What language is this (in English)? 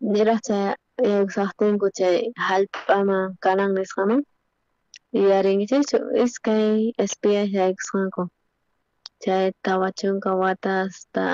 South Bolivian Quechua